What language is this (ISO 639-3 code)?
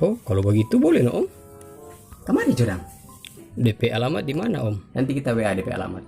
xmm